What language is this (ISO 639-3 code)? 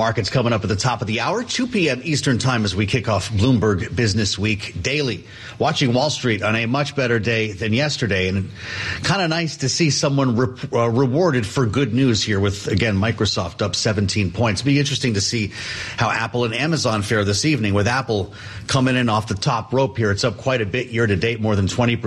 eng